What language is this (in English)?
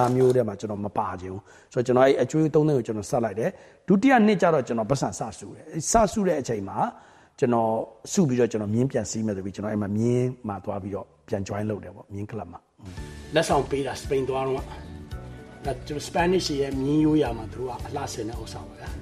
Burmese